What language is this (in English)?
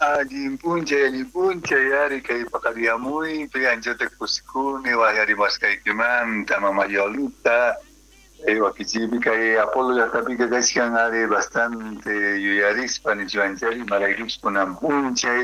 South Bolivian Quechua